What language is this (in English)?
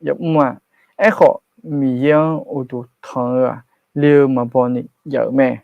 Akha